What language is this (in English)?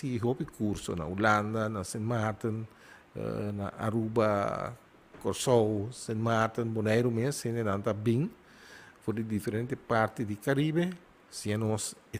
Papiamento